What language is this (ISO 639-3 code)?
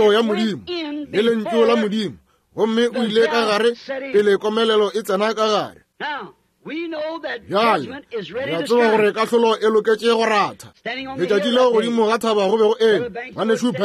nso